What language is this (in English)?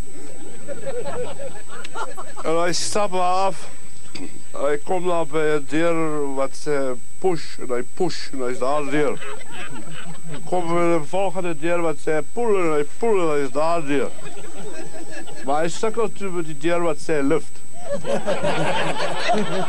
Afrikaans